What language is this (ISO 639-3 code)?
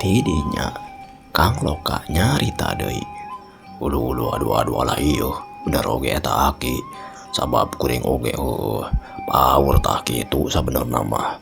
sun